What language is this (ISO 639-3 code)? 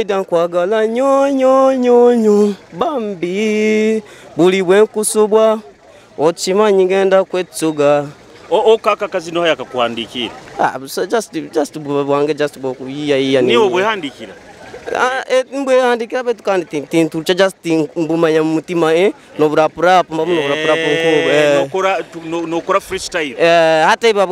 nyo